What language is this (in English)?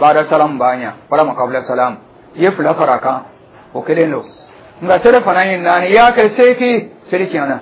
Dyula